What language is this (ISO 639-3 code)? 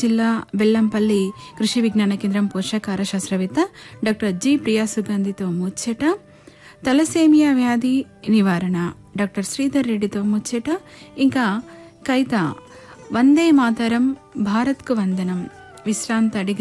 tel